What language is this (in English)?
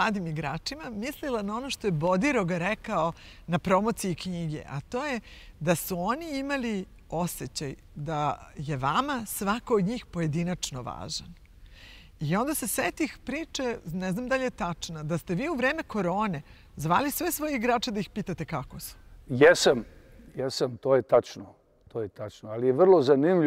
Serbian